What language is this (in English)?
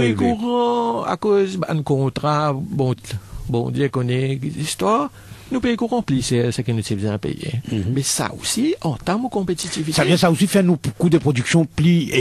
Morisyen